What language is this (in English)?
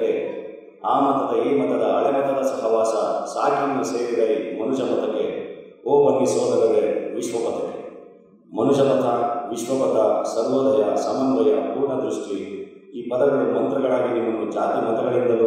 Kannada